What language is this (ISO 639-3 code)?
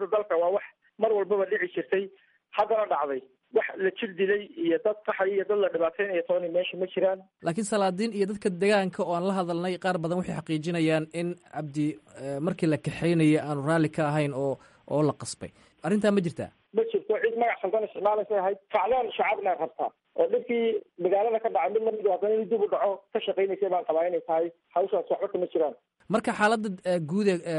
som